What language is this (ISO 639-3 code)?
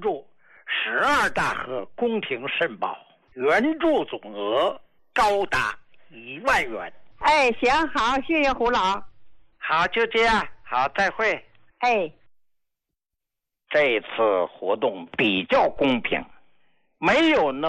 zho